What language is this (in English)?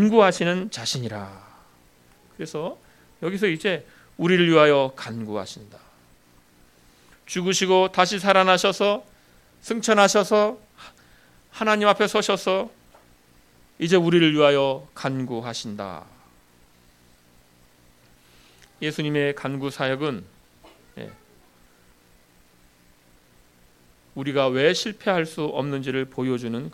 Korean